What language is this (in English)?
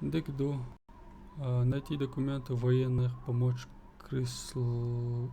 Chechen